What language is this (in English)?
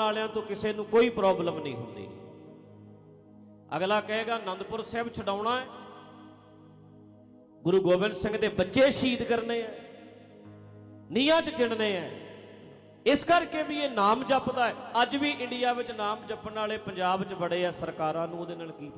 Punjabi